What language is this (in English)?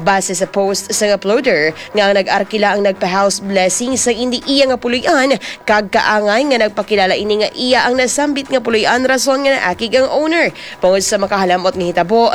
Hiligaynon